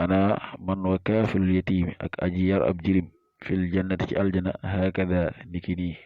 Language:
Wolof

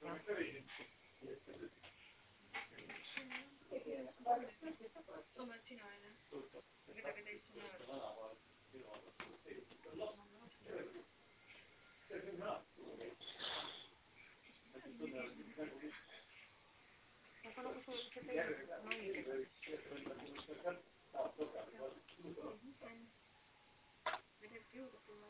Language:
Estonian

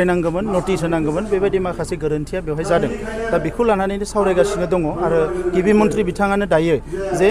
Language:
Bodo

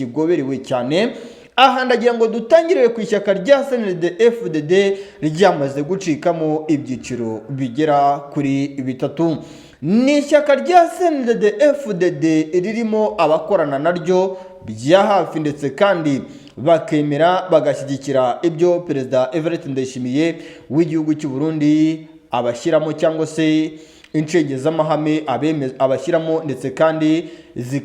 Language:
Kinyarwanda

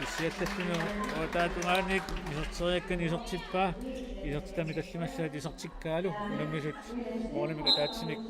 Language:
Kalaallisut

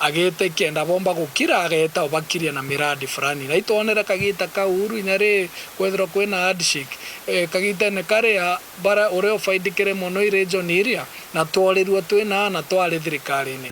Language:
Meru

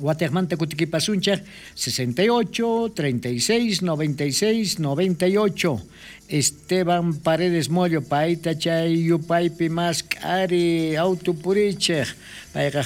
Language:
South Bolivian Quechua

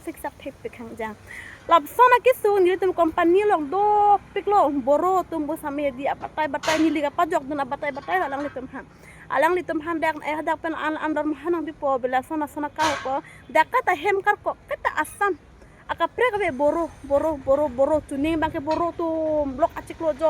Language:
Karbi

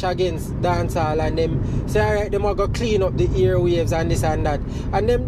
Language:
Jamaican Creole English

